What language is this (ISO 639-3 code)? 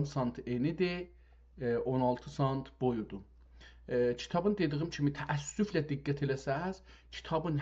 azb